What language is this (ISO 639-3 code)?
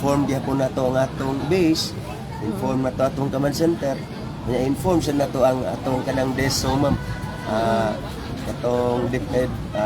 ceb